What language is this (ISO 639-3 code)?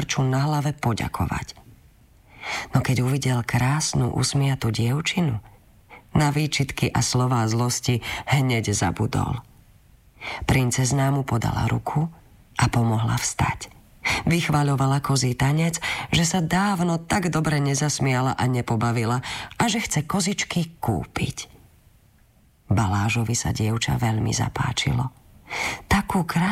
slk